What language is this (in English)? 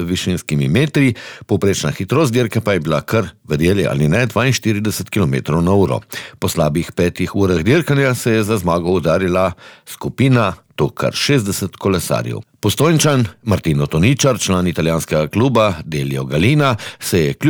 Slovenian